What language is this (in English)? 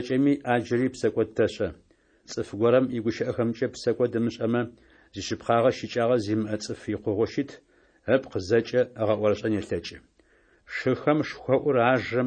Adyghe